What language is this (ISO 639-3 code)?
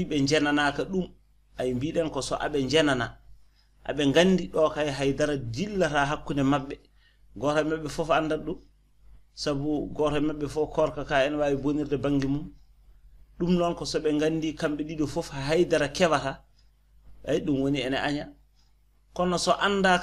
ful